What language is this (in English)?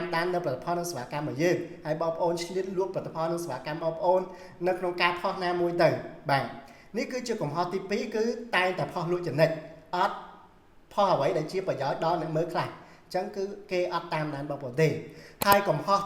Khmer